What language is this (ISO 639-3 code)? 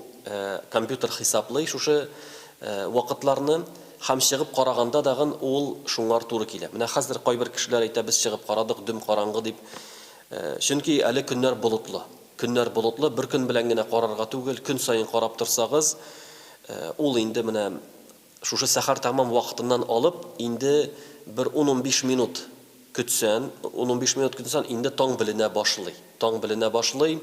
tat